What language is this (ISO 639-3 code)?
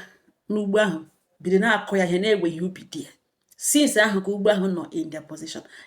ibo